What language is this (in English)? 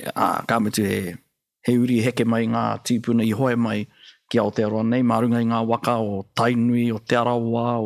Māori